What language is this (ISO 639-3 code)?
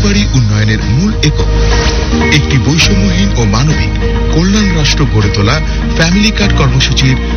ben